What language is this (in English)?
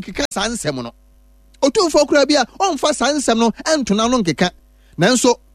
Akan